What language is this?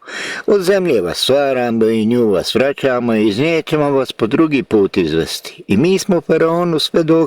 Bosnian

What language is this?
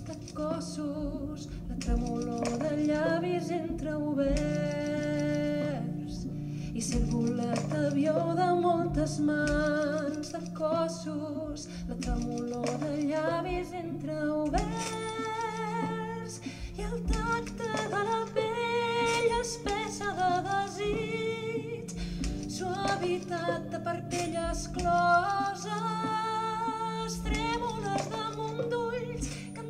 Catalan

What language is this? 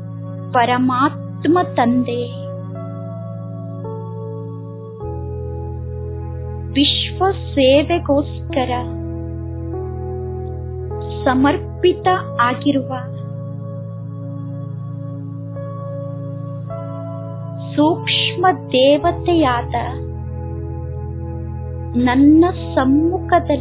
Kannada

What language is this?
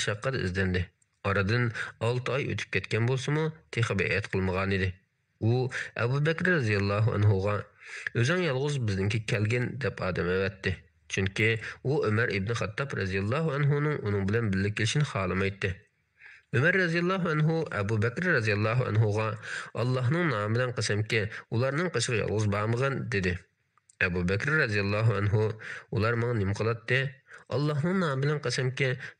Uyghur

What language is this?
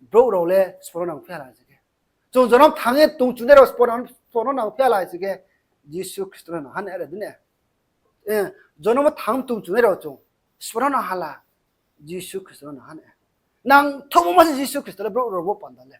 Riang (India)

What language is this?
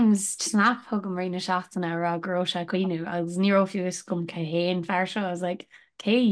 Irish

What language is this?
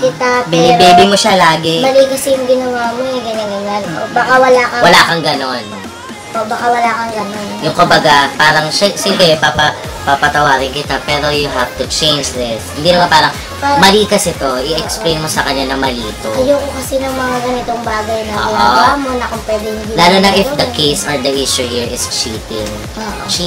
Filipino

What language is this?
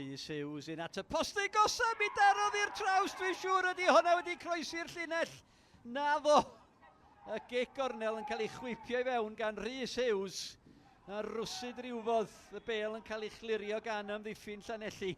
Welsh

